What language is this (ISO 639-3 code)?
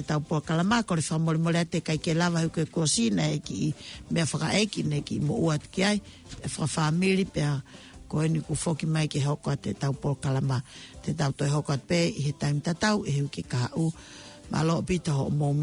ton